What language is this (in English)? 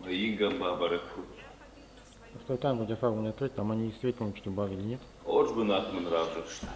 Ossetic